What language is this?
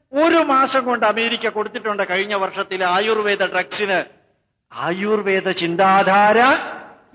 Malayalam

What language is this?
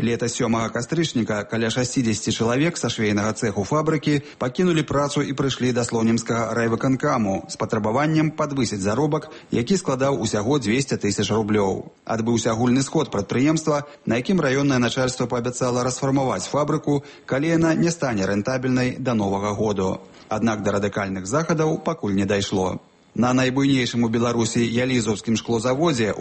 Belarusian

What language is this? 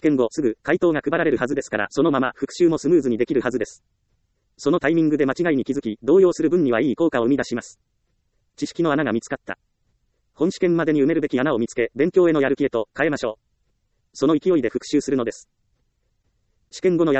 Japanese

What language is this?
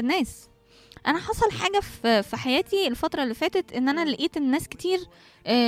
Egyptian Arabic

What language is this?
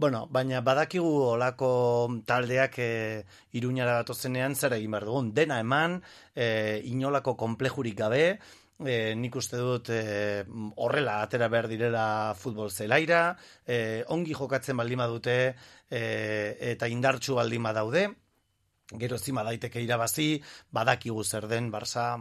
Basque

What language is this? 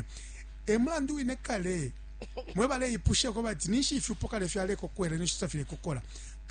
Bemba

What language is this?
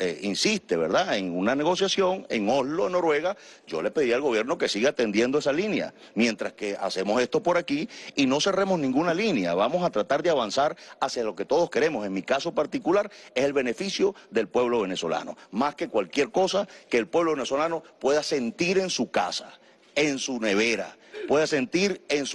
Spanish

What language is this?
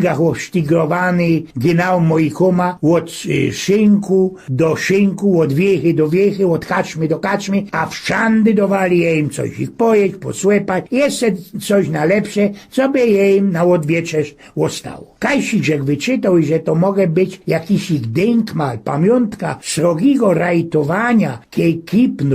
Silesian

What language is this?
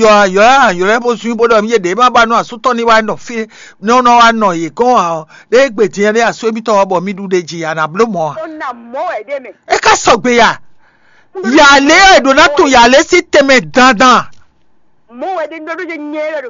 Fon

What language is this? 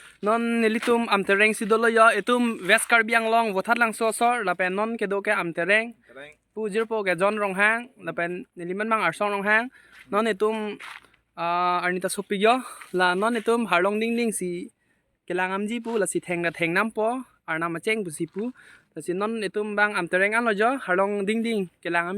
Karbi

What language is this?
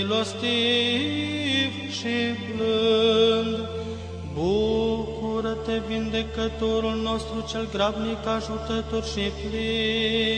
Romanian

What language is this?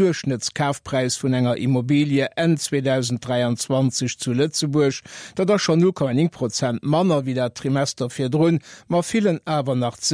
Luxembourgish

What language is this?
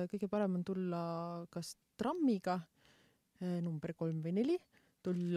Estonian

